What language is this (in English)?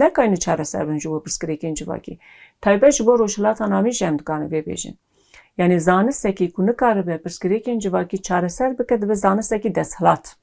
Kurdish